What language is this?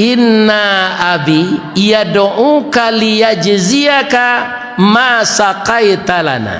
Minangkabau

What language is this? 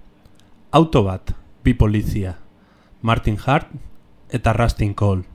Basque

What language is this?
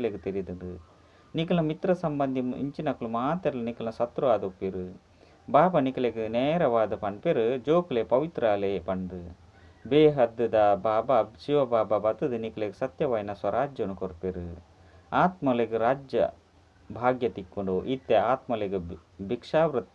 Tulu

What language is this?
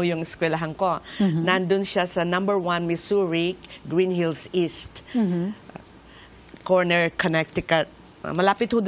Filipino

